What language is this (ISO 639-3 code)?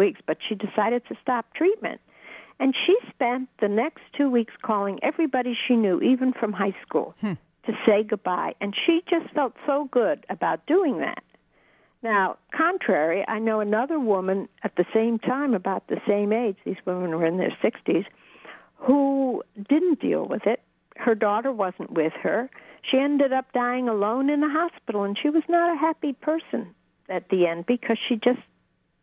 eng